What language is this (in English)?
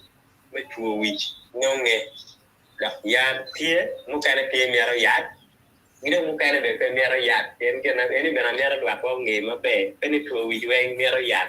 Acoli